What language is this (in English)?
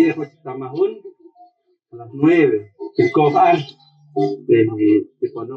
Poqomchi'